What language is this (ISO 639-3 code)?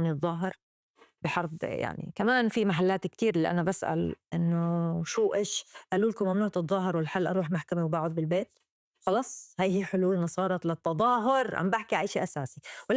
apc